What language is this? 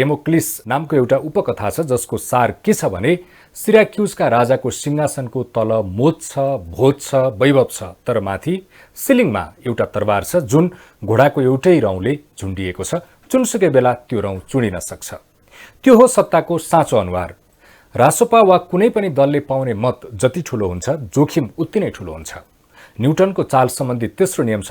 Nepali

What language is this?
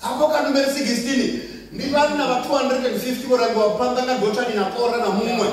Venda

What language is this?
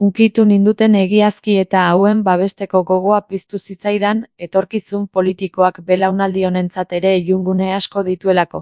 Basque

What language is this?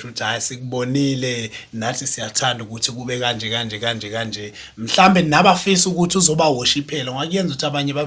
Zulu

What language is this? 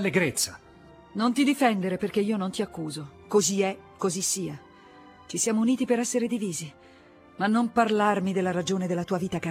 Italian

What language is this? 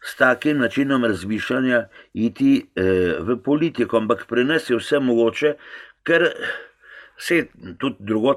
Slovenian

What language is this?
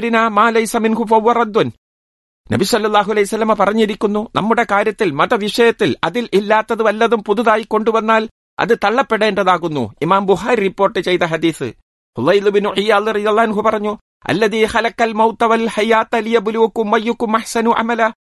Malayalam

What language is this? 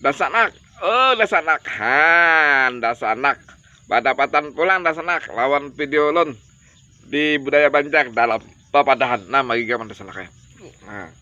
Banjar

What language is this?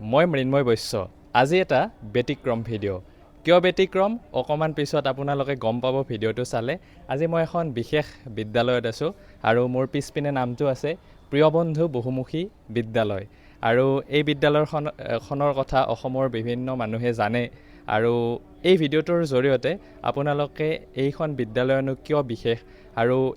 Assamese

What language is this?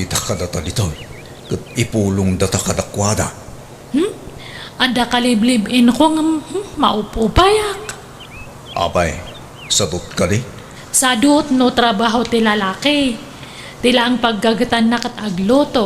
Iloko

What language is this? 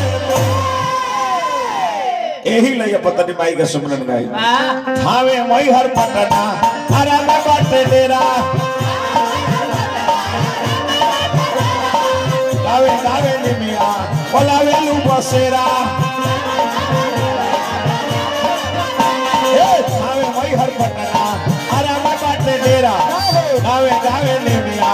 Bhojpuri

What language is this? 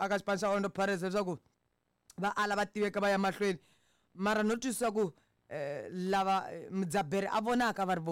Tsonga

